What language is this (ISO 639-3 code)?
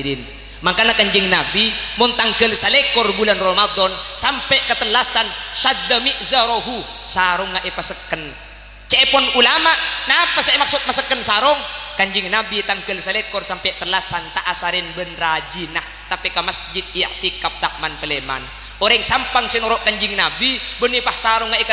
mad